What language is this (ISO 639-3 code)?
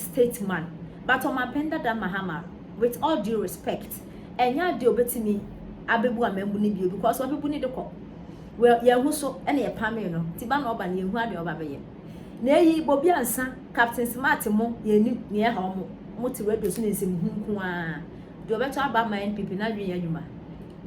aka